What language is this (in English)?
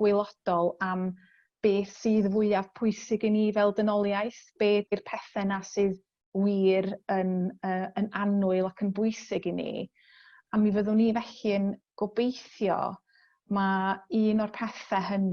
Welsh